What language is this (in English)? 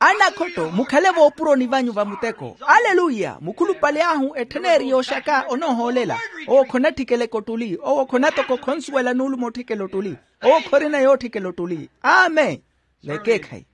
Makhuwa